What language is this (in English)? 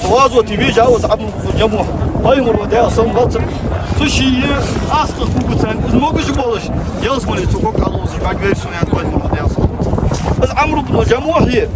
Ingush